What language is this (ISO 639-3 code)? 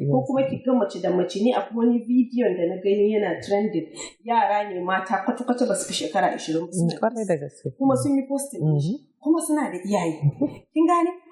hau